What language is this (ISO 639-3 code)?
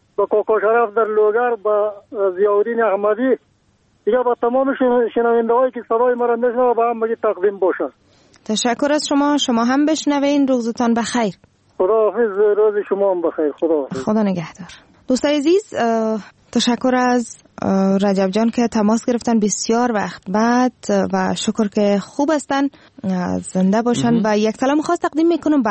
fas